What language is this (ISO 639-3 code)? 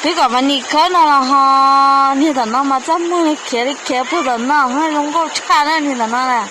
hmn